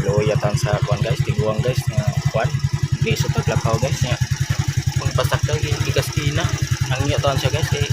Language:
Cebuano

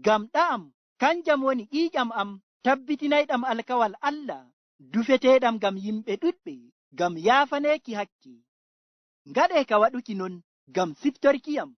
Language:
Fula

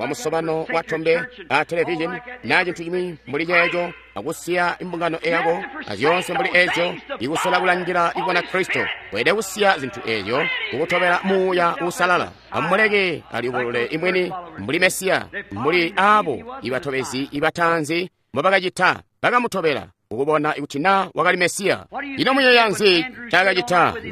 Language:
Tonga (Zambia)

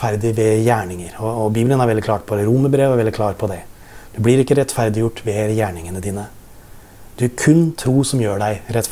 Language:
Norwegian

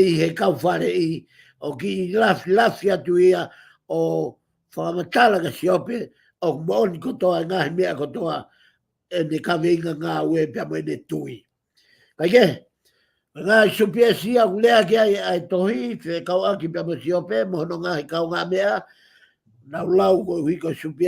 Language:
Tongan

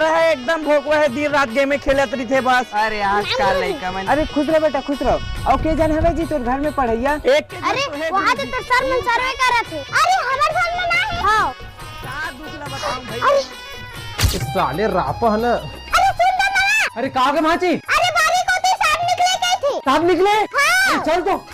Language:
Chhattisgarhi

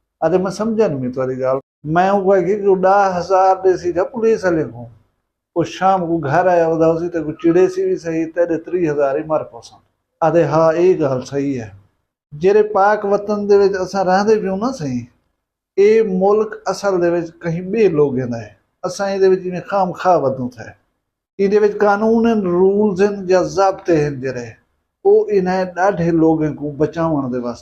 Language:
Saraiki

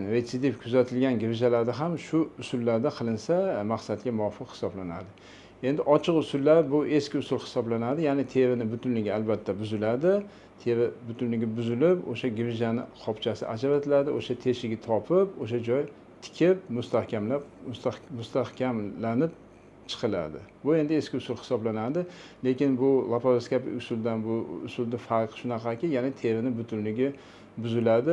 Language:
Uzbek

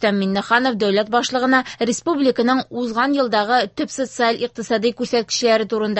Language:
Tatar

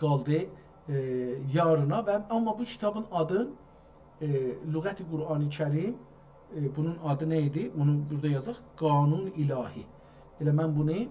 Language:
South Azerbaijani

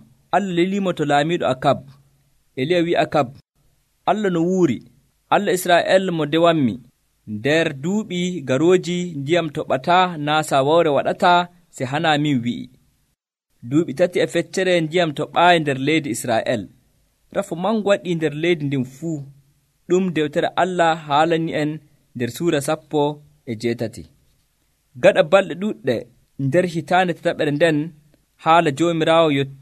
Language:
Nigerian Fulfulde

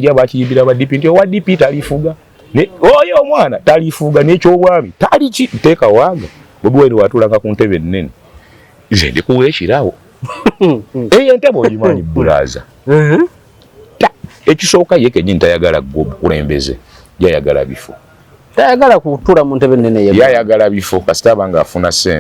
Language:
Ganda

